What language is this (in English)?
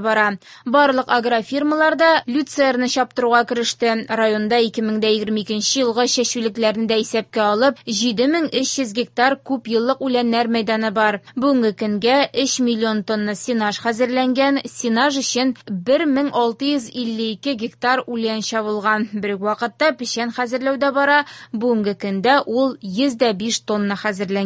Tatar